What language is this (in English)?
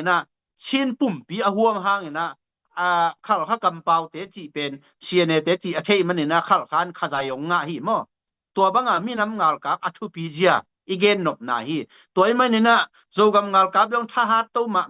Tedim Chin